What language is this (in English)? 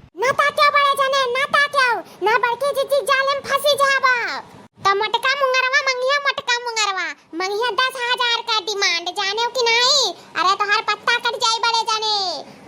Awadhi